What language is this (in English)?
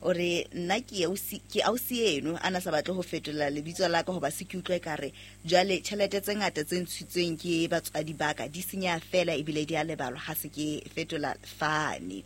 Southern Sotho